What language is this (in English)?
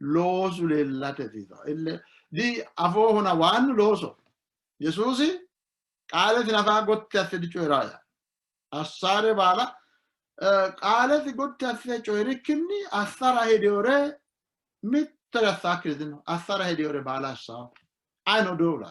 Sidamo